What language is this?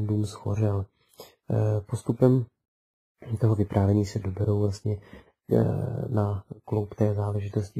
Czech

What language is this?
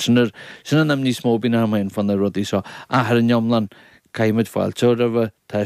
Irish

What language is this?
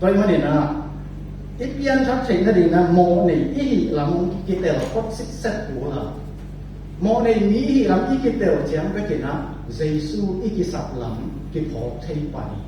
Tedim Chin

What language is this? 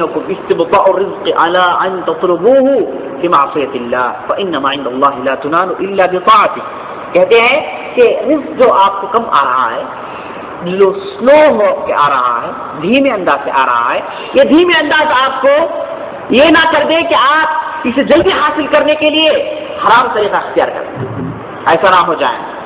Urdu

